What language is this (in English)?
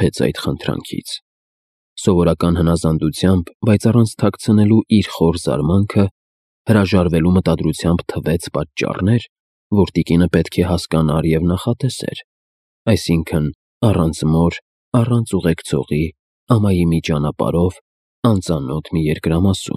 Armenian